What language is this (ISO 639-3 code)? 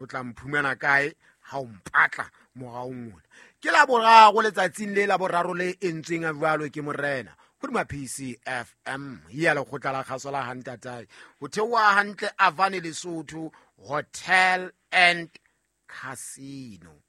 sot